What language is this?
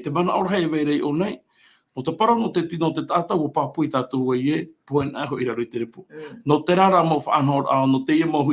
Tahitian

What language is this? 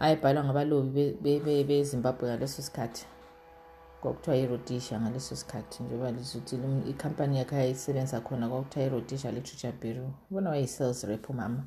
North Ndebele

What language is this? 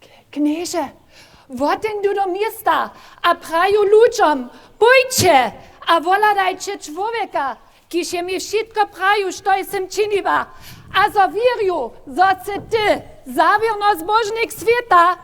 Upper Sorbian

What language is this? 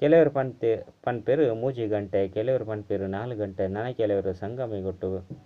Tulu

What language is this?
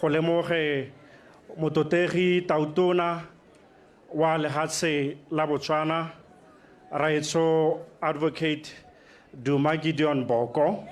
Tswana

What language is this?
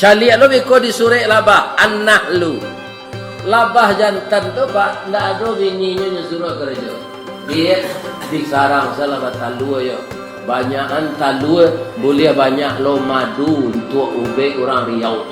Minangkabau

